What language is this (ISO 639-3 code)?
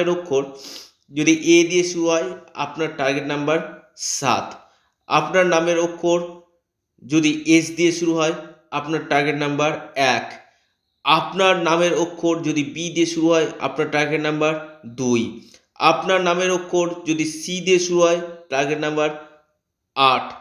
ben